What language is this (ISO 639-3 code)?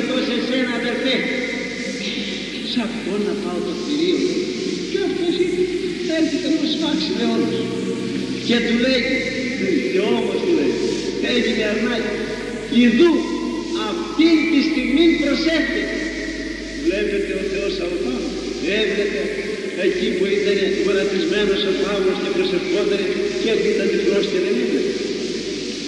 ell